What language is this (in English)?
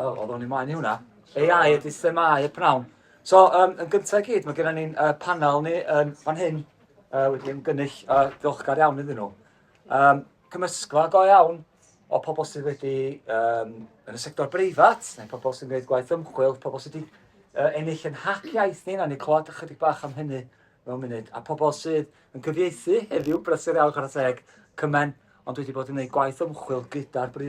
Welsh